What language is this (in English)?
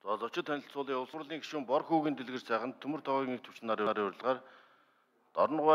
Mongolian